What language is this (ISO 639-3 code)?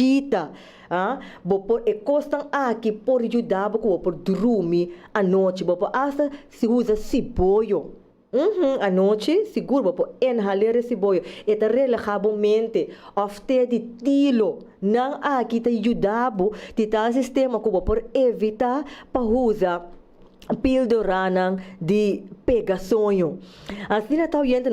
pap